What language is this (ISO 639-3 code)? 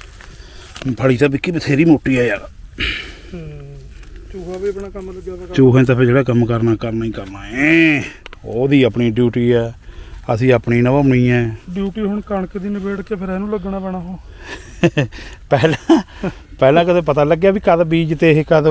pan